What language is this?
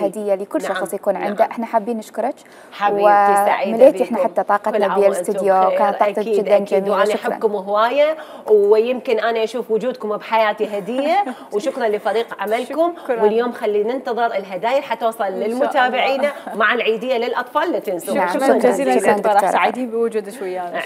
Mesopotamian Arabic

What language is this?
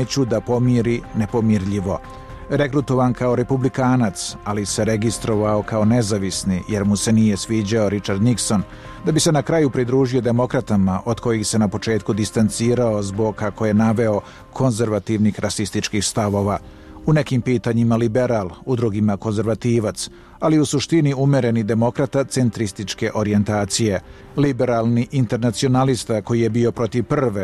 Serbian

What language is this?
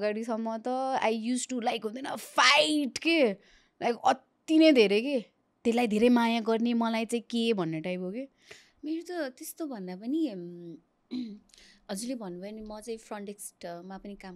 Nepali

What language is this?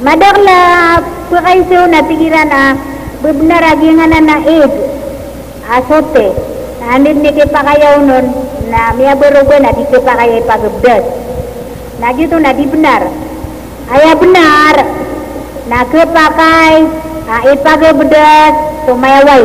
Maranao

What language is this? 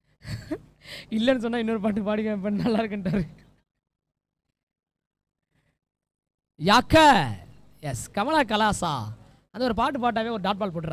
Tamil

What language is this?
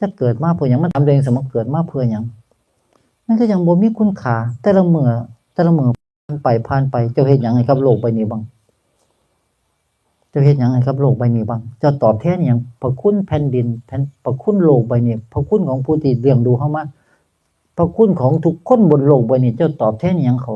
Northeastern Thai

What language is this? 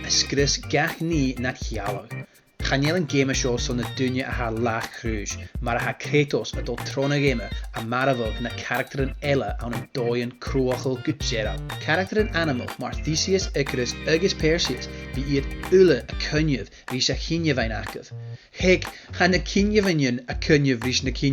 Scottish Gaelic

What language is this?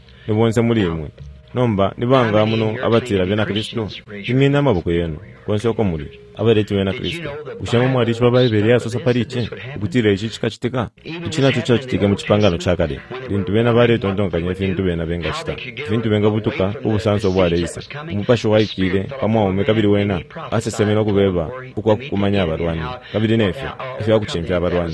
Bemba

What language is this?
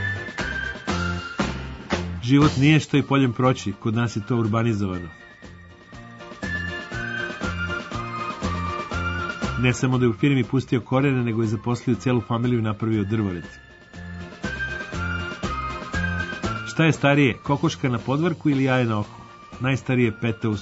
Serbian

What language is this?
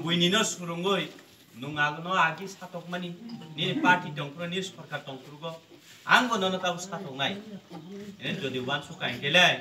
Kok Borok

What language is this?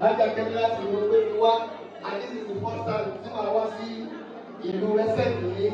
Yoruba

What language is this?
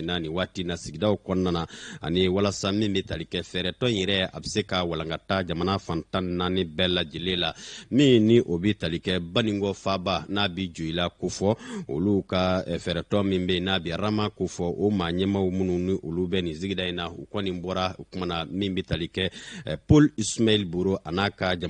Bambara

